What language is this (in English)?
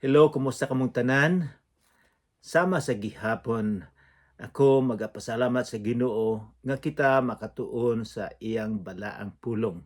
Cebuano